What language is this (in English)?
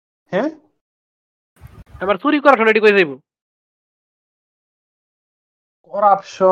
Bangla